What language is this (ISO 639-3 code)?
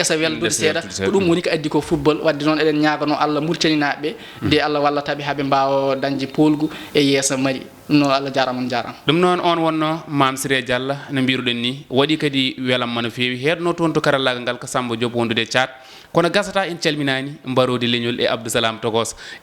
ful